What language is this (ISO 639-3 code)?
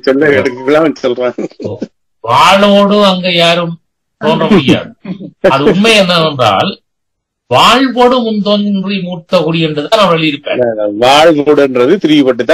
tam